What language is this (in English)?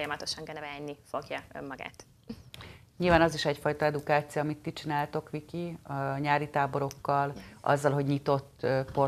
Hungarian